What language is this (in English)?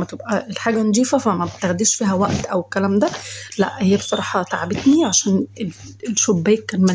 Egyptian Arabic